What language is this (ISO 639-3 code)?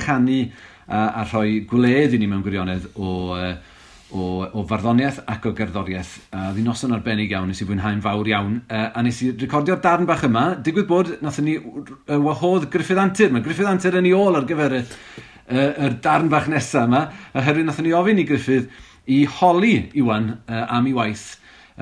cym